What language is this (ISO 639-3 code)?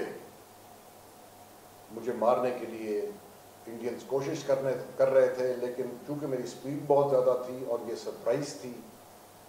urd